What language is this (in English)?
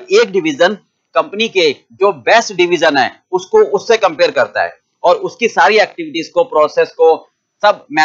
Hindi